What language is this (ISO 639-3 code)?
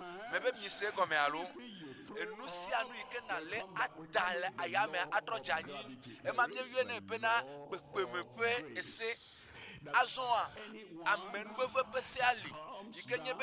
ewe